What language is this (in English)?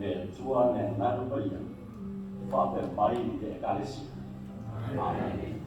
Samoan